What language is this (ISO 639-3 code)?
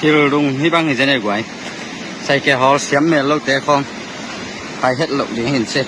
ctd